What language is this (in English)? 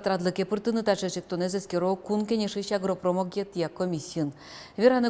Udmurt